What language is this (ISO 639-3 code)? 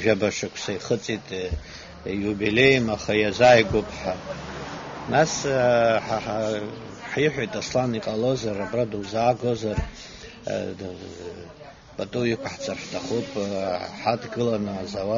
abk